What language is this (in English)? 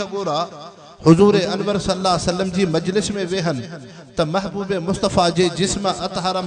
Sindhi